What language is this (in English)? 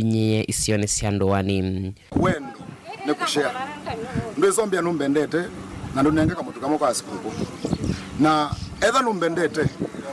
Kamba